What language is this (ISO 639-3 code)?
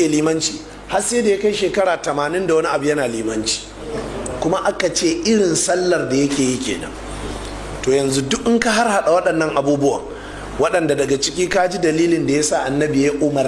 hau